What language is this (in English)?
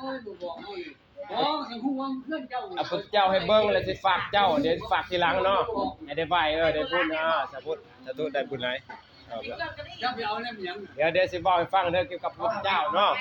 Northeastern Thai